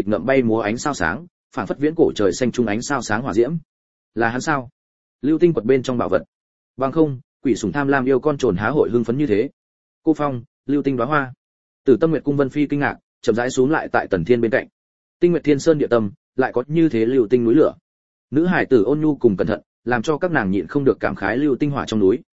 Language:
Vietnamese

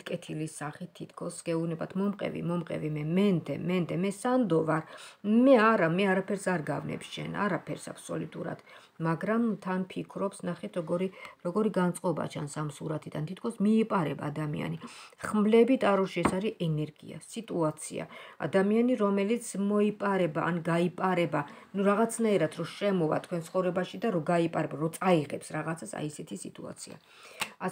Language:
Georgian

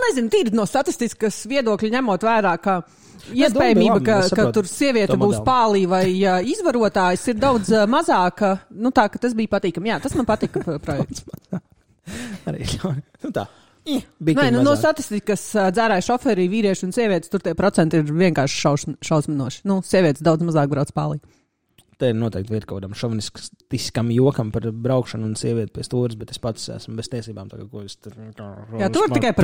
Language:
Latvian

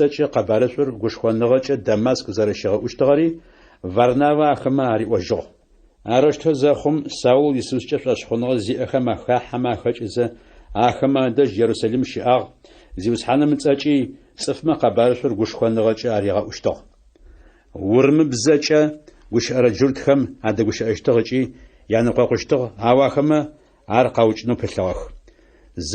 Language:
Adyghe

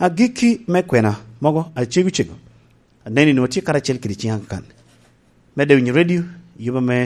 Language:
Lango (Uganda)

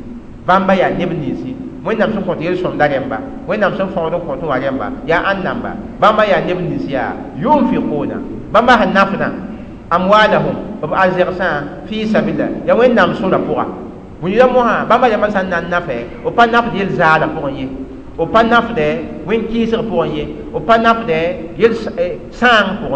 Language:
Mossi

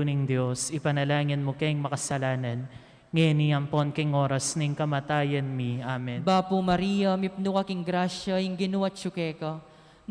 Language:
Pampanga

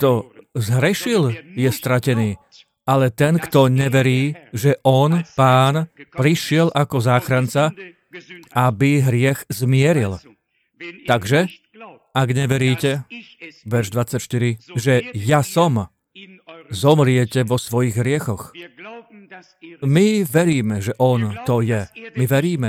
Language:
Slovak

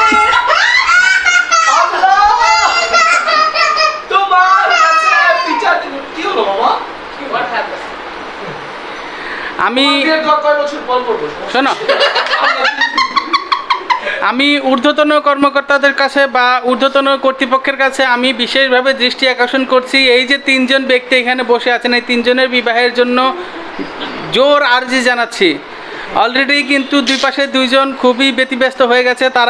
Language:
Bangla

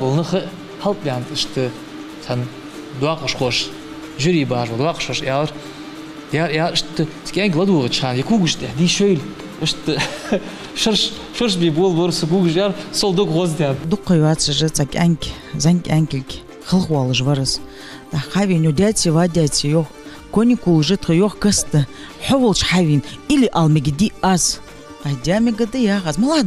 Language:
Ingush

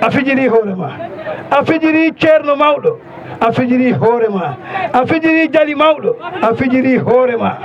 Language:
Fula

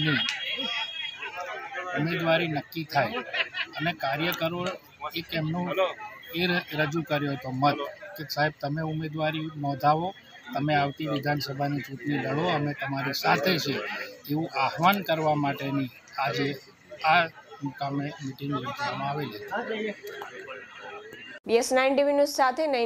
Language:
Gujarati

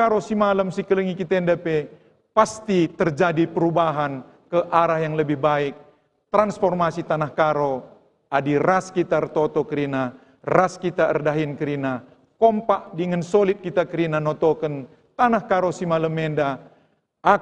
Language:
Batak Karo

